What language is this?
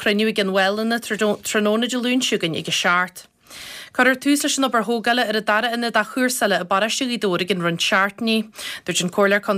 Irish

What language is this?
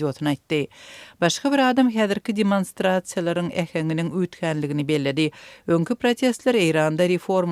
Turkmen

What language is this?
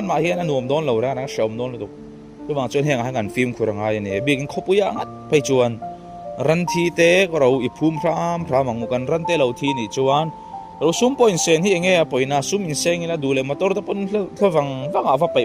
Mizo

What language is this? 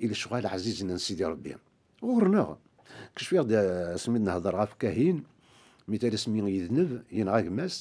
Kabyle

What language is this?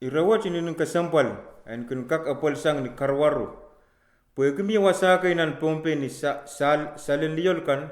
Pohnpeian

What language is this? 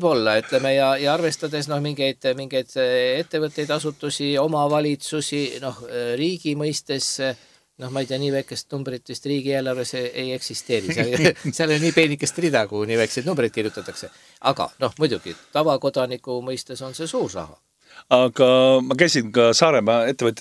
Estonian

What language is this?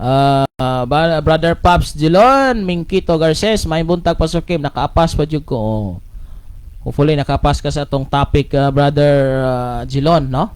Cebuano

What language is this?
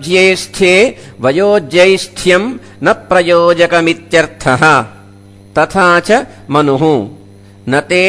Sanskrit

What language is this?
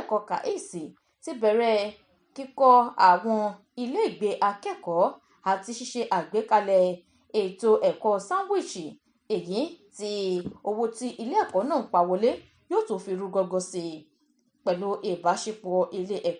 Yoruba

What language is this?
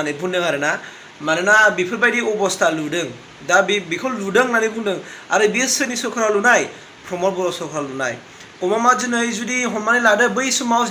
Bodo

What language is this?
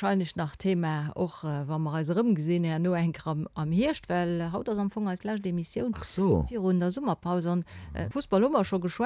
Luxembourgish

